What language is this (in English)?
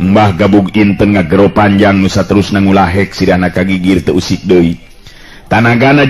Sundanese